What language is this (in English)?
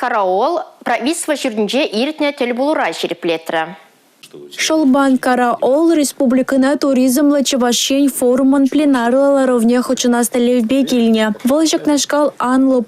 Chuvash